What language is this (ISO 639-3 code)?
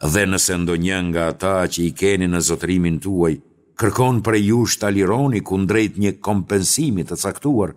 sqi